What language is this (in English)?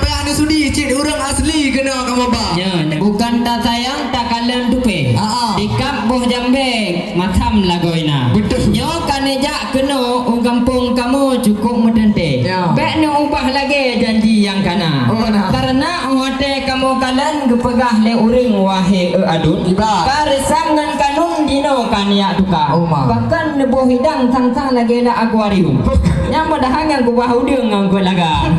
Achinese